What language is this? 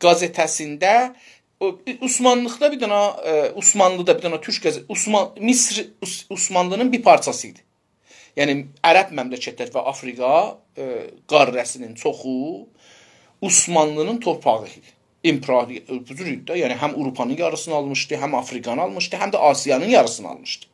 South Azerbaijani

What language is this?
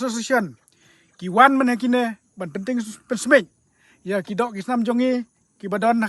Khasi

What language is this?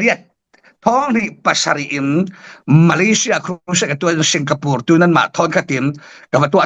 Falam Chin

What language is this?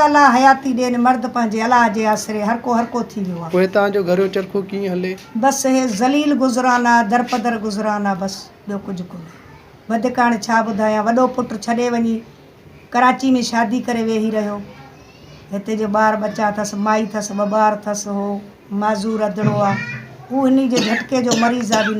Sindhi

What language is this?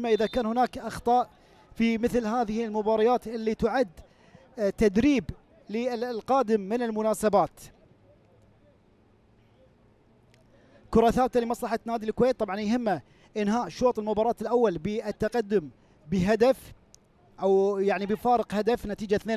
Gulf Arabic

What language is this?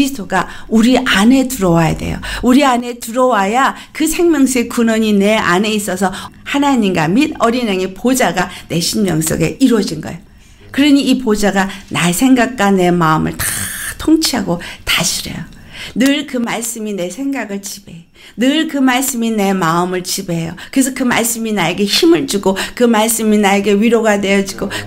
Korean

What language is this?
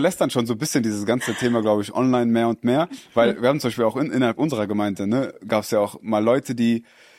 German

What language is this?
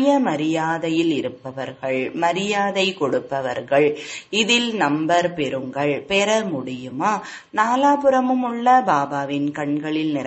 Tamil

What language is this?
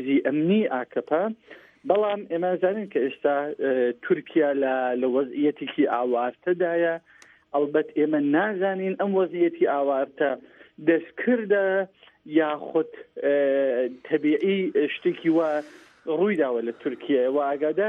Central Kurdish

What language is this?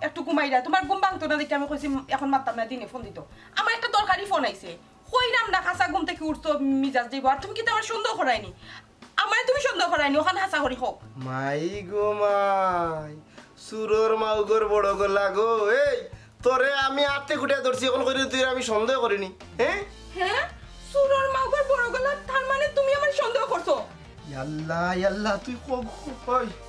Sylheti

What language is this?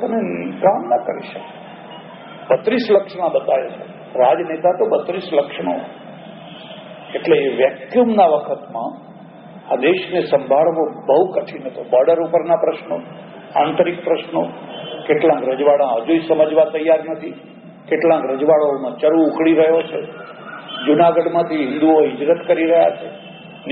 Gujarati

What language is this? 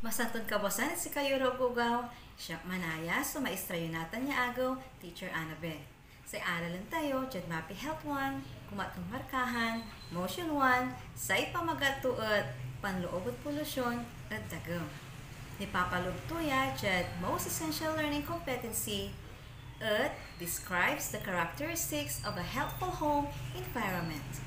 Pangasinan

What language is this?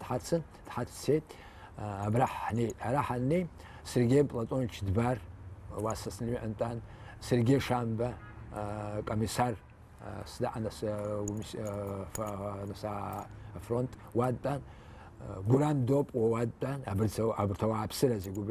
Abkhazian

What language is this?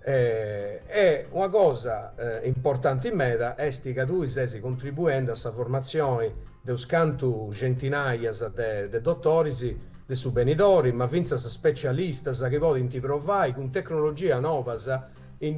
Sardinian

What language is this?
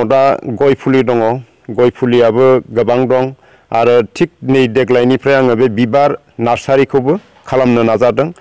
Bodo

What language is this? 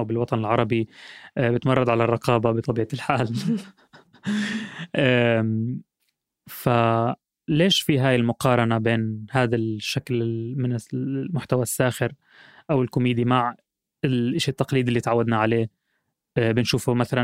North Levantine Arabic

